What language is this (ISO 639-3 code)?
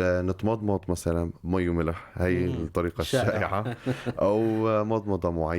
apc